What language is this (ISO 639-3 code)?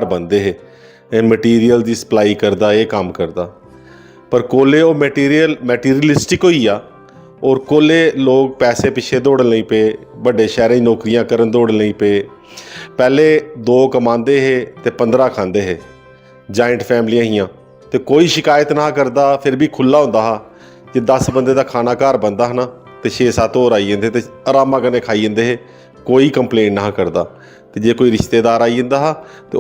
doi